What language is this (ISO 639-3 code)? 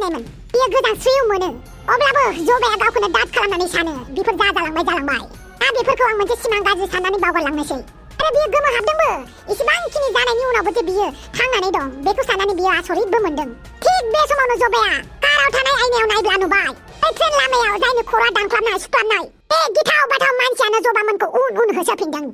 brx